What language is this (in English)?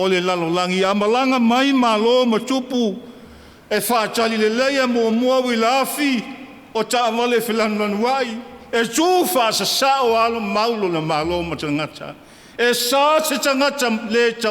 Samoan